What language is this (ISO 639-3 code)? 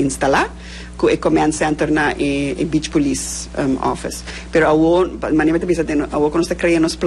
pap